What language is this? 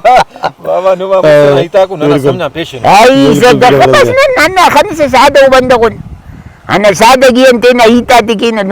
Brahui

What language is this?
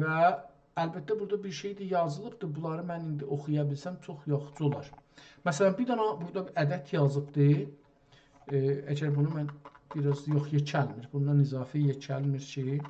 South Azerbaijani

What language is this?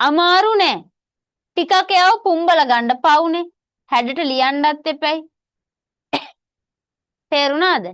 Sinhala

